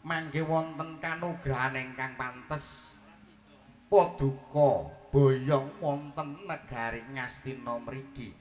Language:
Javanese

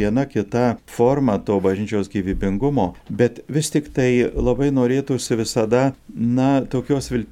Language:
Lithuanian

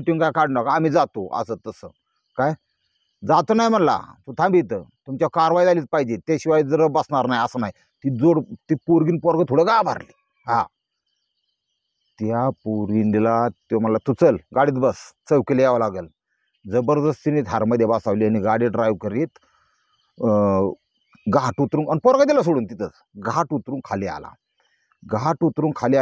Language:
Marathi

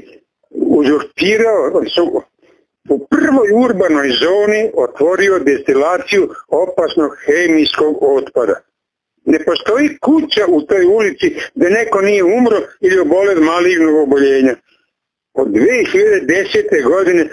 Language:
Serbian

